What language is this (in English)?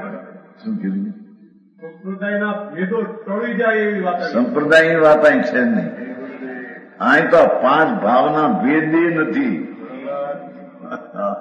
Gujarati